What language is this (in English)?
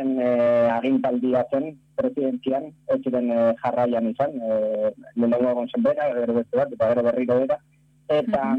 Basque